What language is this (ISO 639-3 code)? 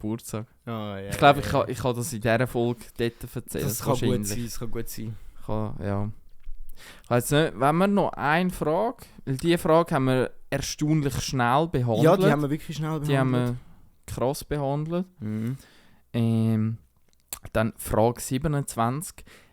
gsw